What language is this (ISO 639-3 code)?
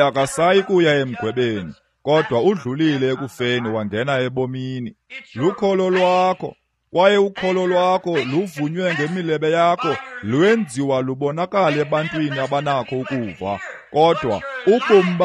xho